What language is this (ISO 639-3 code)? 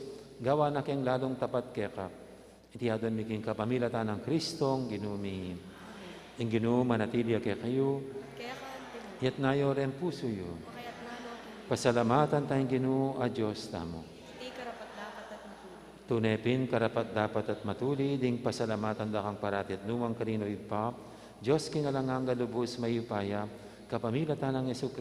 pam